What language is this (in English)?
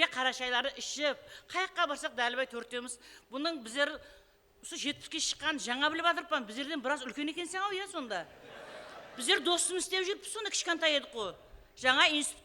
Kara-Kalpak